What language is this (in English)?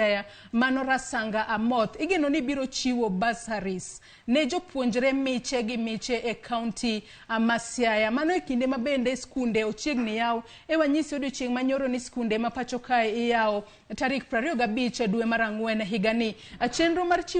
Luo (Kenya and Tanzania)